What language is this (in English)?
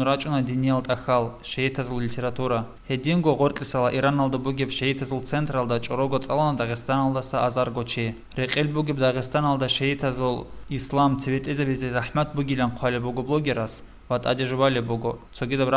Avaric